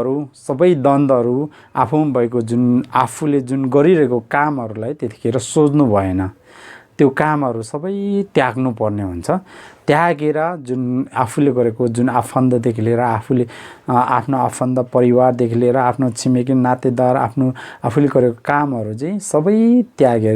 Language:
Nepali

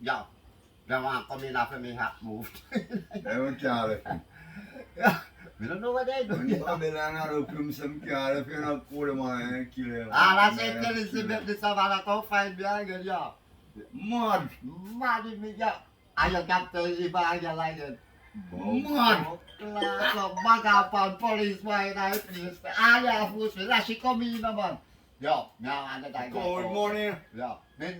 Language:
Jamaican Creole English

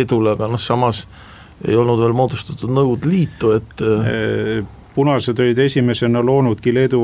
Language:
Estonian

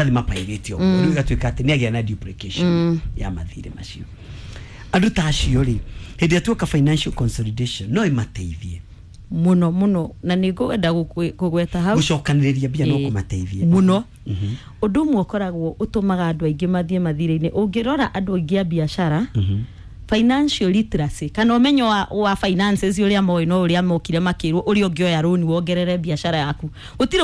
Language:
Kikuyu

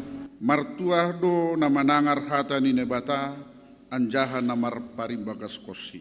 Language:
Batak Simalungun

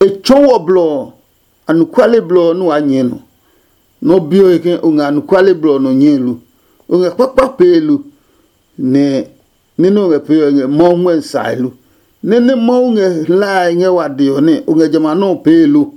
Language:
Adangme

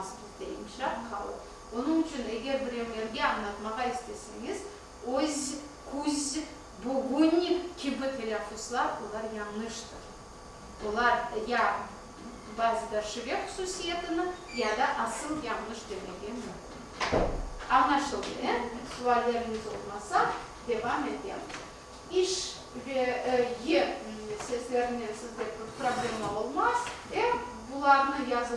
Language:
Crimean Tatar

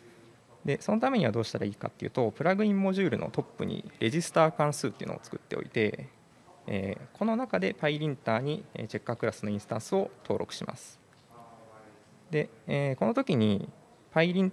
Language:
Japanese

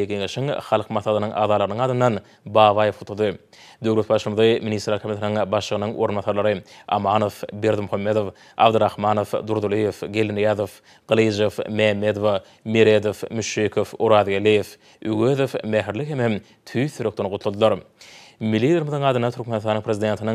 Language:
Turkmen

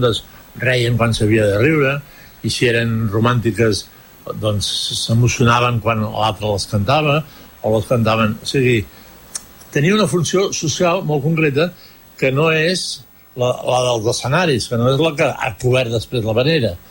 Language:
Catalan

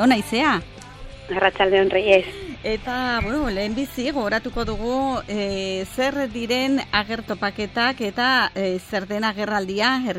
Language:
Basque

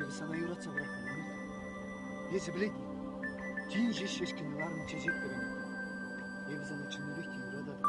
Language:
Chuvash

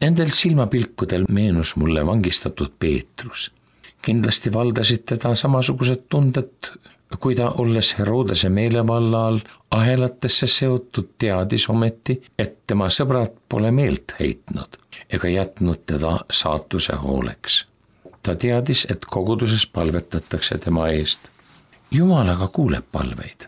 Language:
Estonian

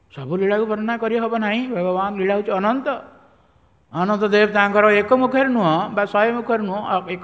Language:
Odia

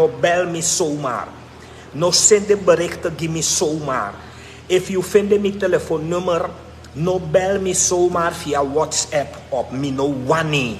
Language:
Sranan Tongo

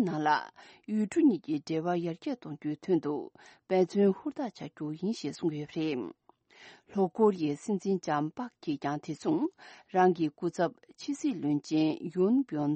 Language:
Tibetan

